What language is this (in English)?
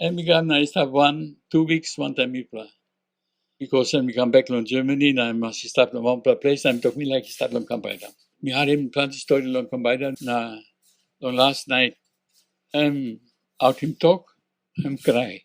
Tok Pisin